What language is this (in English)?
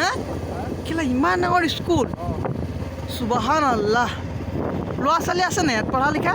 Assamese